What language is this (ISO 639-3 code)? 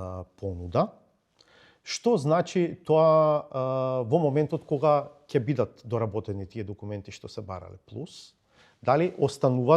mkd